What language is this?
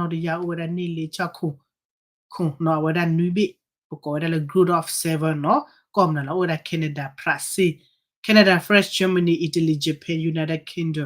S'gaw Karen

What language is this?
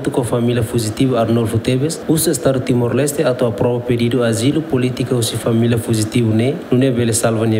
Tetum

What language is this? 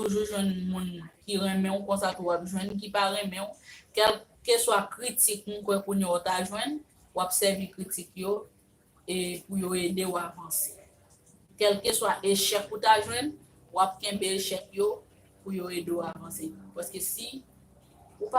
Haitian Creole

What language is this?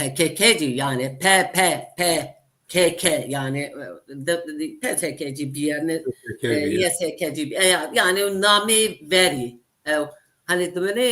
Zaza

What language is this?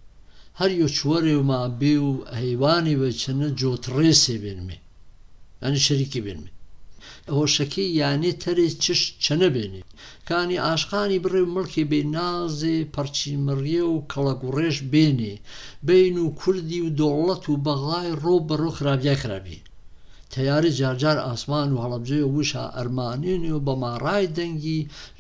Gurani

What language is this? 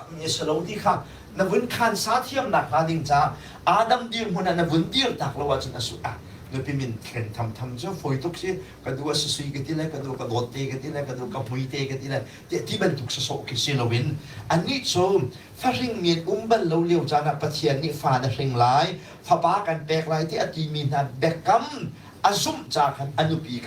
Hakha Chin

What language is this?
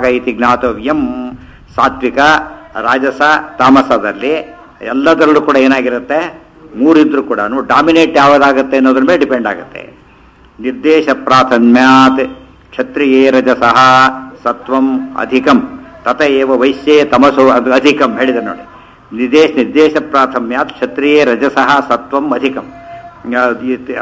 Kannada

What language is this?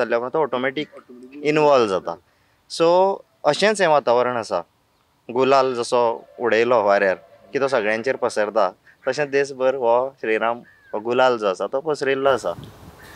Konkani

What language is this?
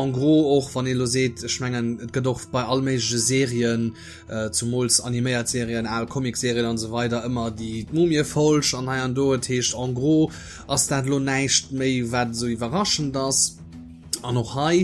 Luxembourgish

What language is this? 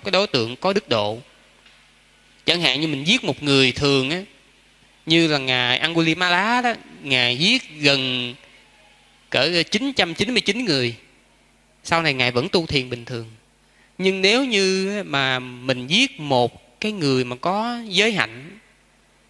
Vietnamese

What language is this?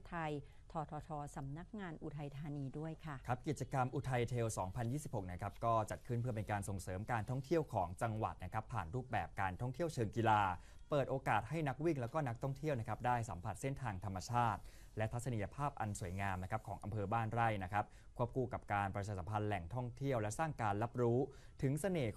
Thai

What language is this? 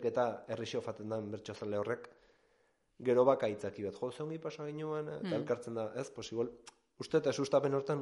Basque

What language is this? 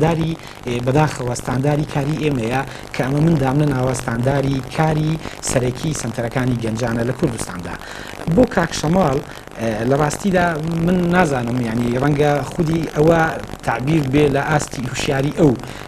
Central Kurdish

